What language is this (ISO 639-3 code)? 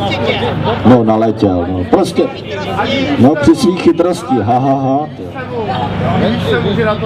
ces